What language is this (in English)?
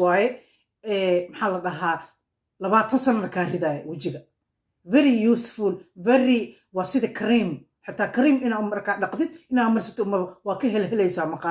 Somali